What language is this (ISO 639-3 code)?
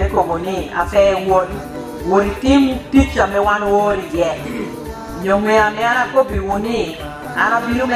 laj